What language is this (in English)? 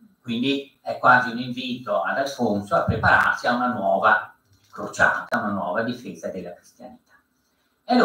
Italian